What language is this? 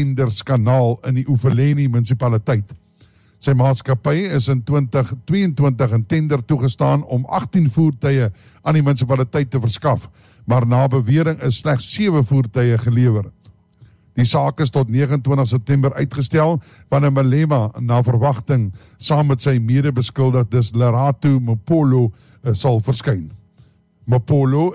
Afrikaans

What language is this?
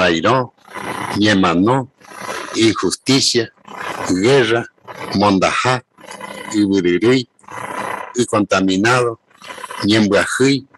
Guarani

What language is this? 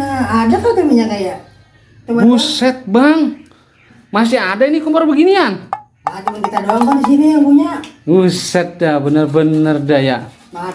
Betawi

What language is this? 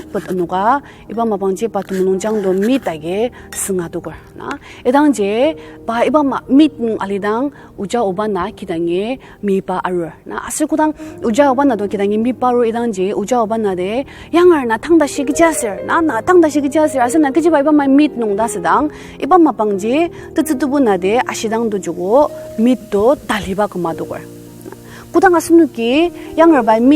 Ao Naga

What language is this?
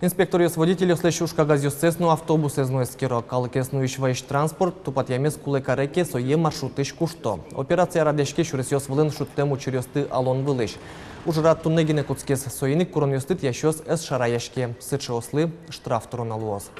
Udmurt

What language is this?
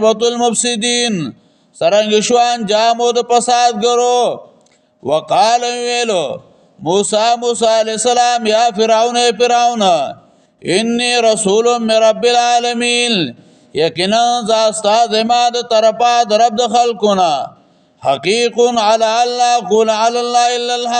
Pashto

